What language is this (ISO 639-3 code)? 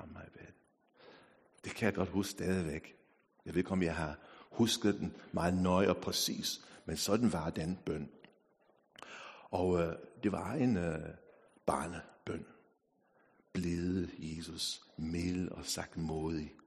dan